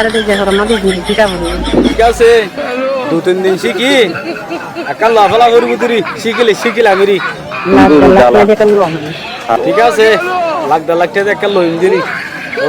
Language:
Rohingya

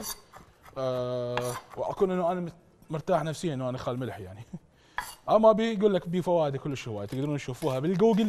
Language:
Mesopotamian Arabic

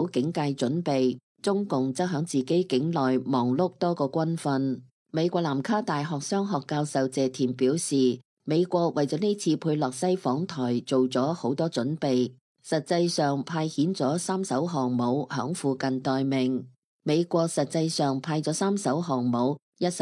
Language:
Cantonese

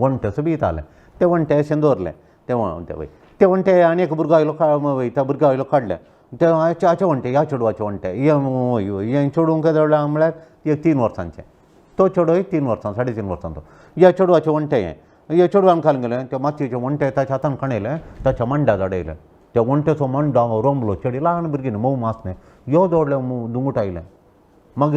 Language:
Konkani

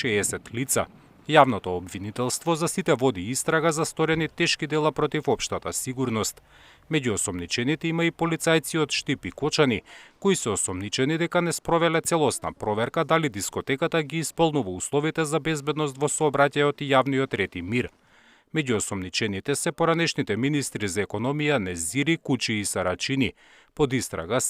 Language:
Macedonian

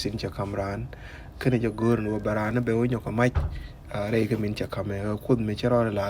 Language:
Nuer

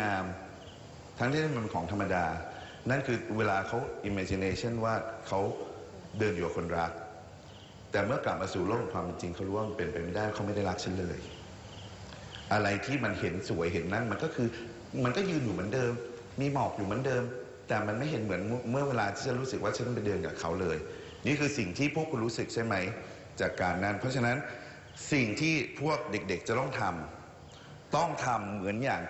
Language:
Thai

